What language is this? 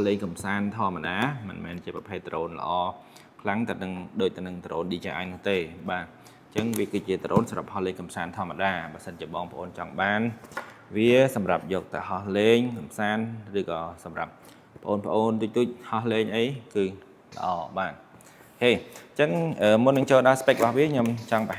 Khmer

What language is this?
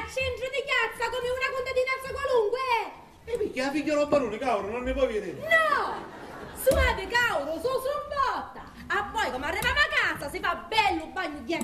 Sicilian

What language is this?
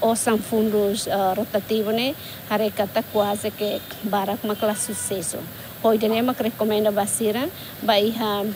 Tetum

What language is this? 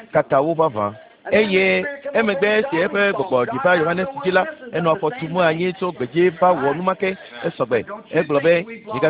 Ewe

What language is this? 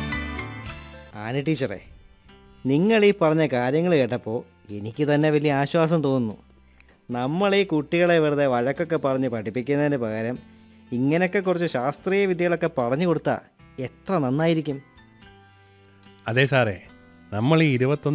Malayalam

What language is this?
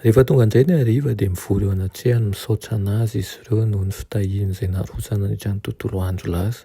Malagasy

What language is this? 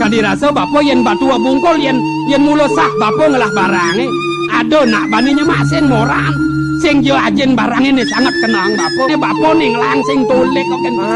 Balinese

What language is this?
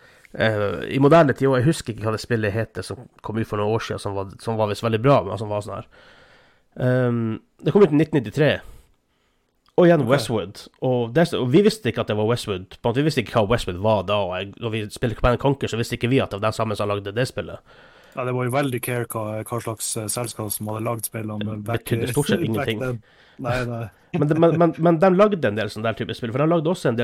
Norwegian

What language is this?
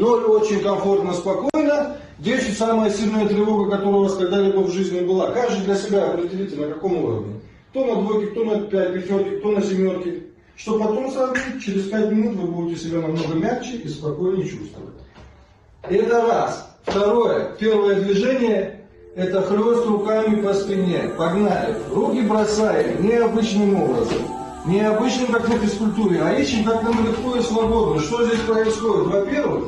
Russian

